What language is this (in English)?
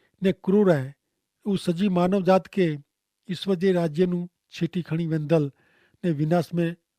Kachhi